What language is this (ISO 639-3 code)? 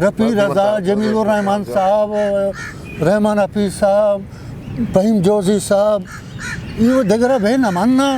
bgp